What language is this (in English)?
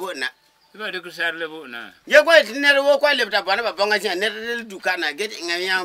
Frafra